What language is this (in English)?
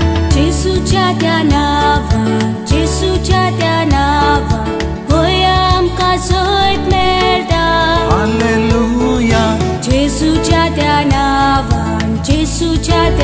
Konkani